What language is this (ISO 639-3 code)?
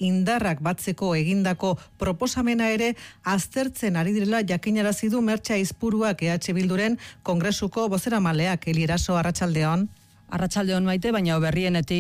eus